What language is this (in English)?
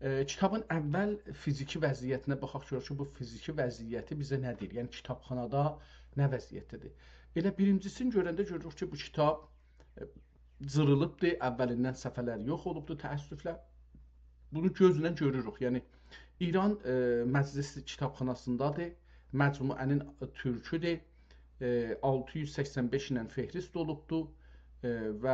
South Azerbaijani